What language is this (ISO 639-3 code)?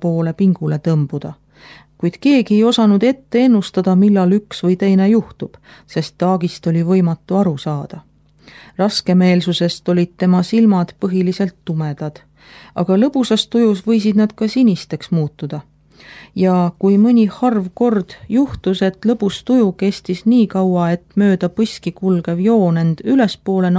est